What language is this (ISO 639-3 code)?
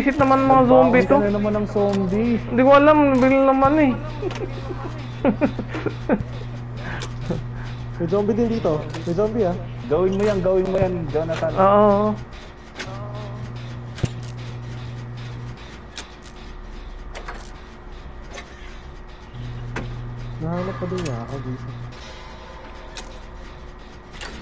fil